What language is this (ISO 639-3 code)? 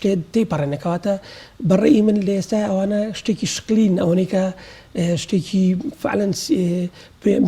ckb